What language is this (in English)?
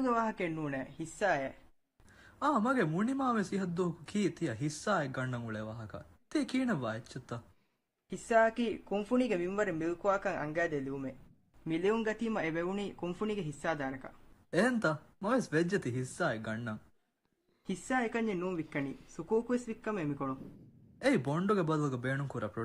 Divehi